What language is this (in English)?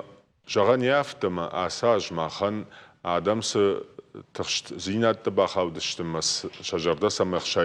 Ossetic